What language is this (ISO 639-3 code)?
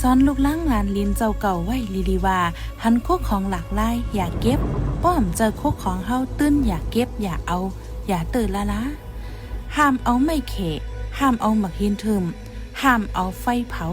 shn